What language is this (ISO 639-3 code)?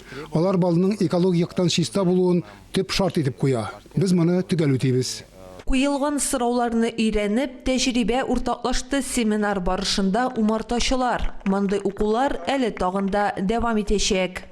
tat